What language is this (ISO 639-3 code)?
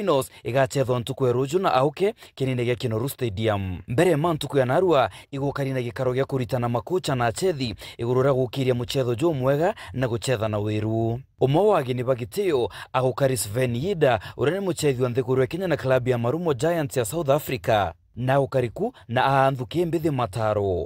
mer